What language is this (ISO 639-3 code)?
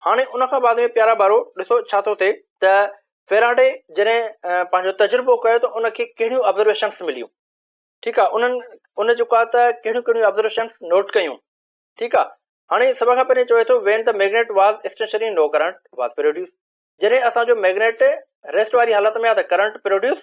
snd